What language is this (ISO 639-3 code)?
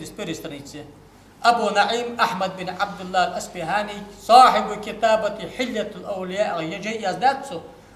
inh